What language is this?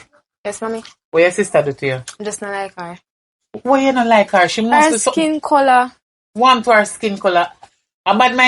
Jamaican Creole English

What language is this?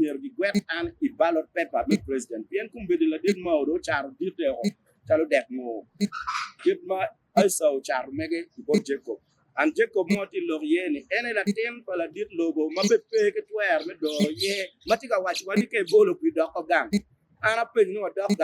Acoli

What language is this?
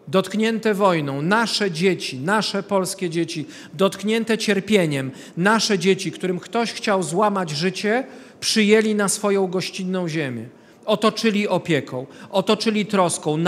Polish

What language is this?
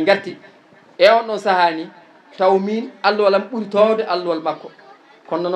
Fula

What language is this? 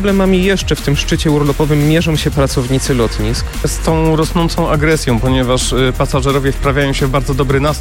Polish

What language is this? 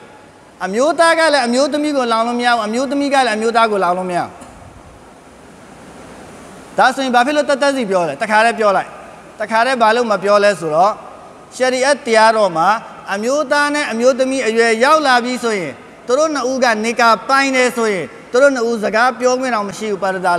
Burmese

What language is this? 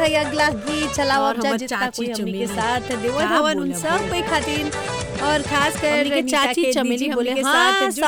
Bhojpuri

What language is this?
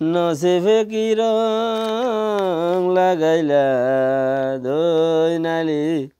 Rohingya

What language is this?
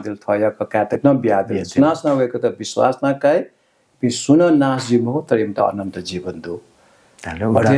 Newari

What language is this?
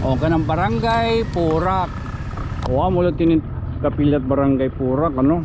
Waray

